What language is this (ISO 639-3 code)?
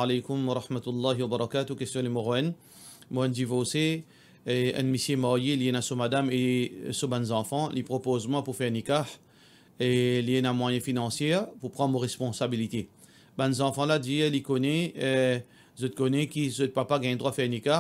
mfe